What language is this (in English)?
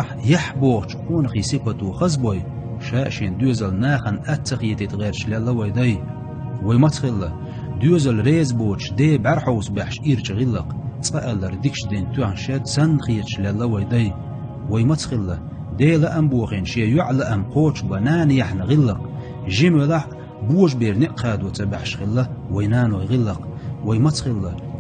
Chechen